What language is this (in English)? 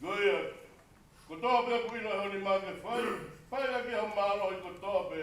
Tongan